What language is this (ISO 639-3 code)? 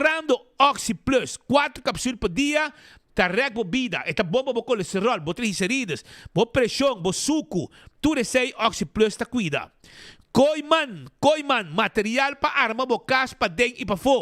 pap